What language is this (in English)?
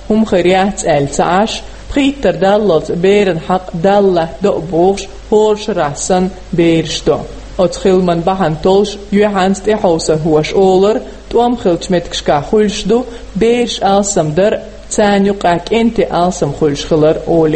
Chechen